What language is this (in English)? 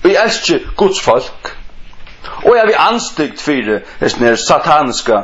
Faroese